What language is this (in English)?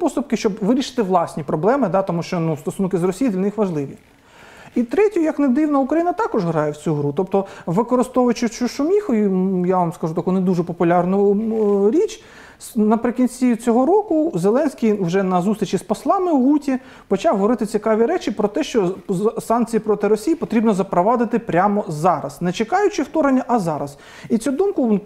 Ukrainian